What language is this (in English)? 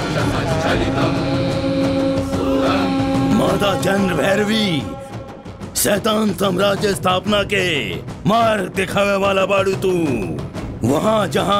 Bhojpuri